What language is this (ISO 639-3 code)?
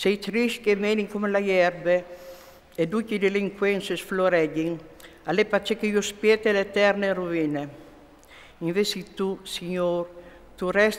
fur